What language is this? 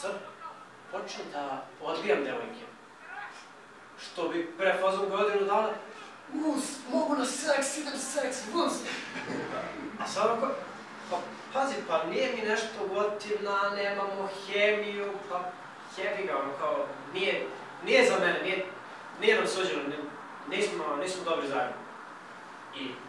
Serbian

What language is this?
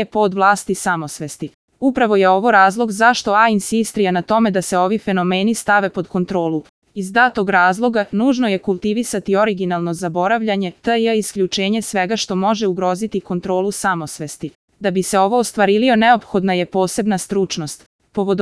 Serbian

